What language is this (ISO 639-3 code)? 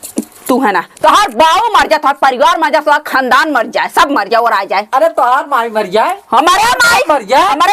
awa